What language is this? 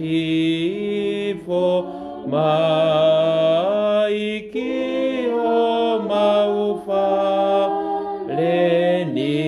Tongan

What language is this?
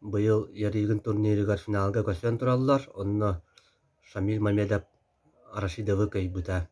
Yakut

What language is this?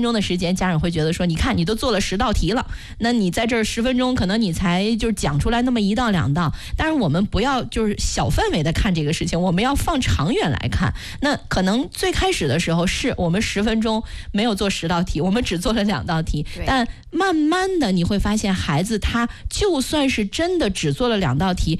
Chinese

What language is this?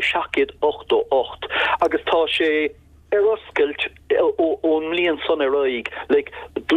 Irish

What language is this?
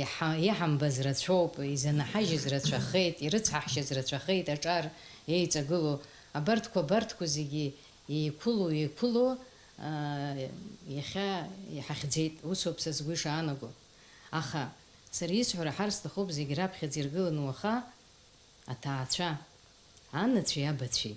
Abkhazian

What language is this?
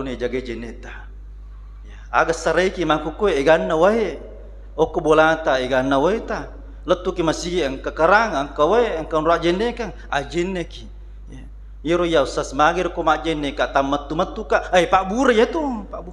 Buginese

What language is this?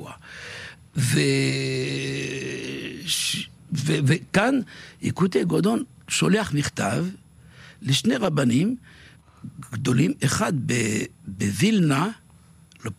Hebrew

